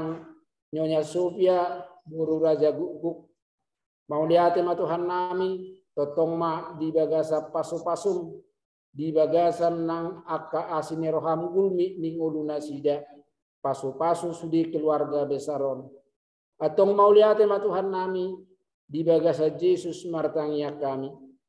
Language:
Batak Toba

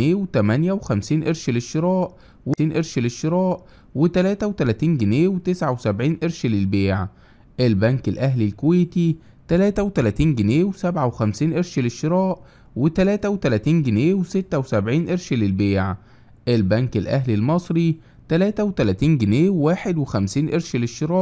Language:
Egyptian Arabic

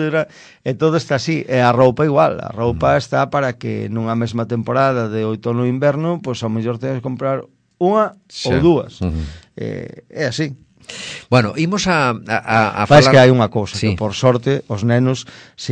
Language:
Galician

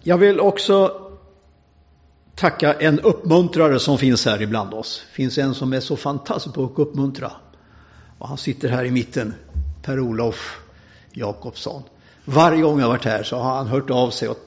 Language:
Swedish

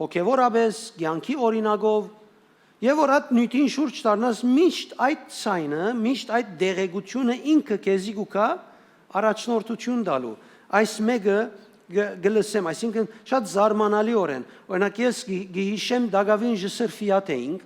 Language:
Western Armenian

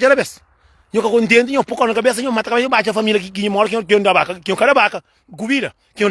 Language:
Kabuverdianu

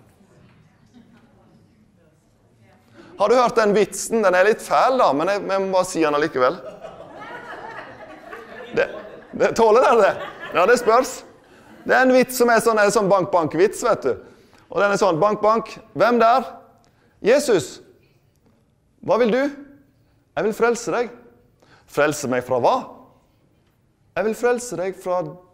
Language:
Norwegian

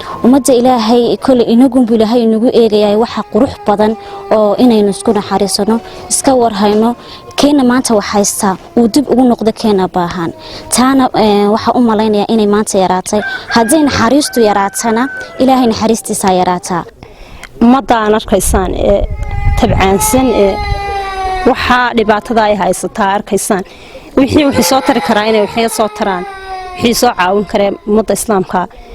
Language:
Somali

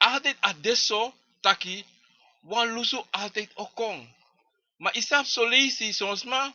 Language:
Sranan Tongo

